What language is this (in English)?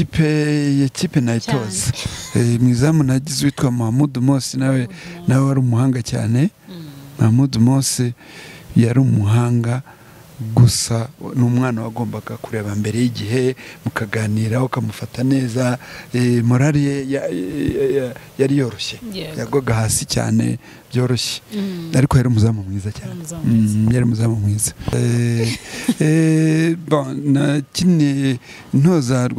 Kinyarwanda